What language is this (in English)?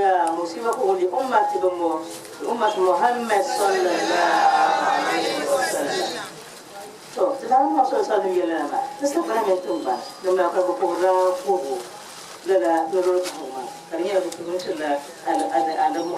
Dagbani